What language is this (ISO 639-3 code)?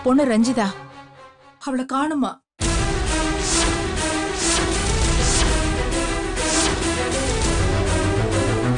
tam